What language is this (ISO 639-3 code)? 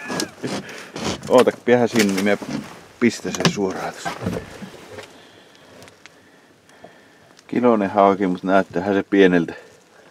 fin